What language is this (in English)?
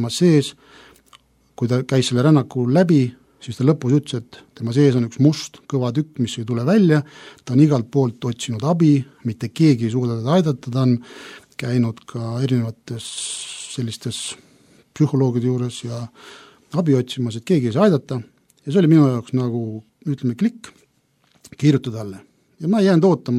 Estonian